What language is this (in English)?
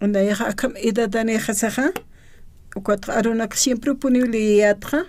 Aymara